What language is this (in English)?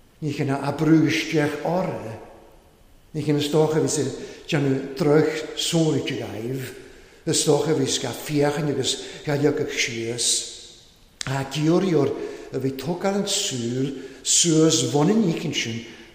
Welsh